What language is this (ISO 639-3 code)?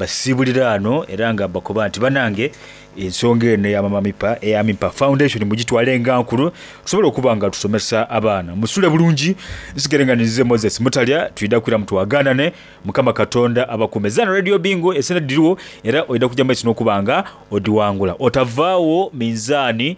xog